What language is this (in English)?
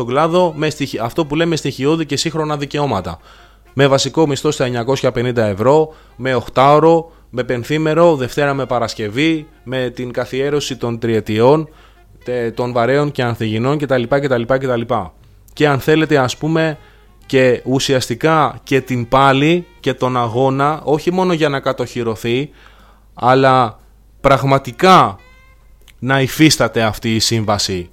Greek